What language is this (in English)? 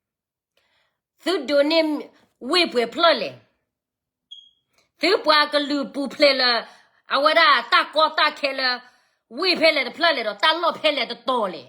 S'gaw Karen